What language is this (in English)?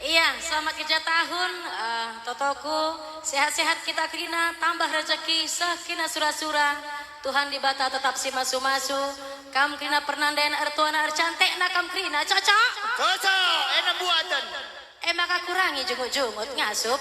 Batak Karo